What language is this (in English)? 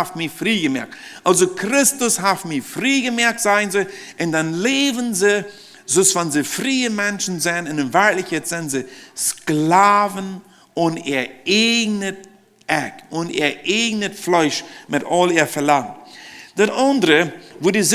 Plautdietsch